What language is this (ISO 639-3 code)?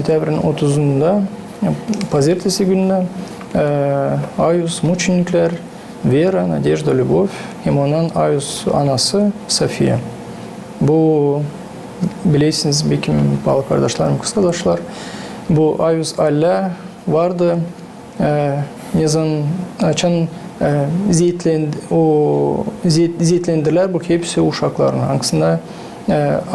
gag